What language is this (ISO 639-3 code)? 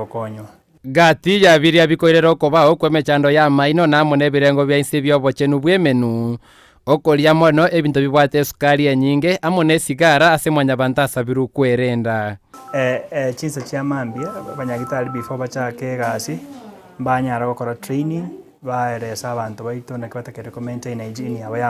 guz